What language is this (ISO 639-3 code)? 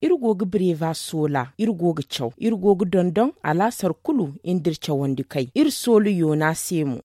dje